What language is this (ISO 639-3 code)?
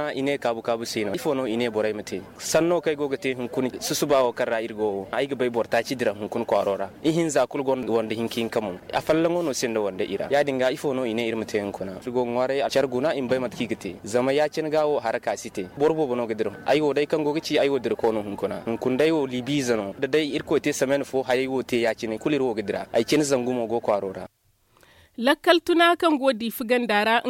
dje